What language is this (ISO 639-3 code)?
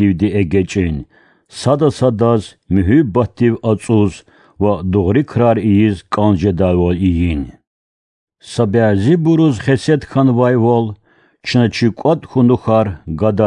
lez